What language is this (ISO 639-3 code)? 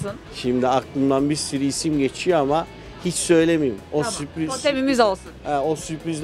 tur